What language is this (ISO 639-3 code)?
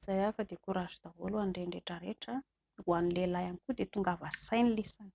mlg